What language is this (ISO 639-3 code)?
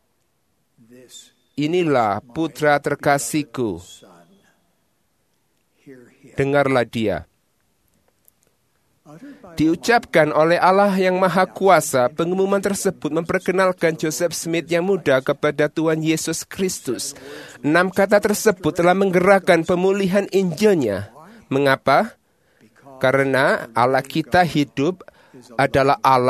ind